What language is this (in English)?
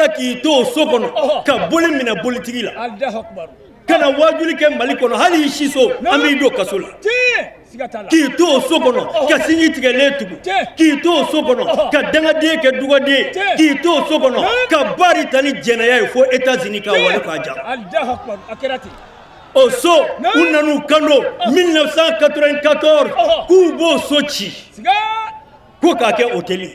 Bambara